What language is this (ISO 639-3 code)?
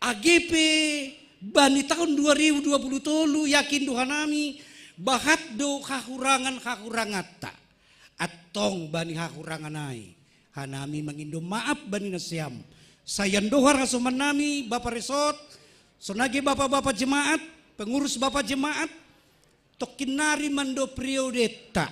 bts